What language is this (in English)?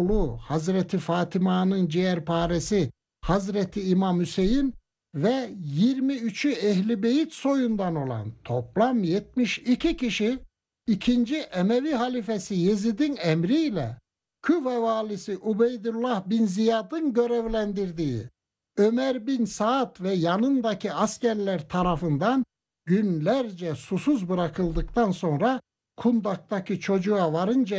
Turkish